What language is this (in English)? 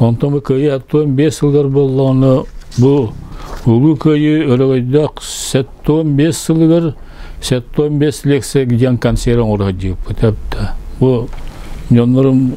Yakut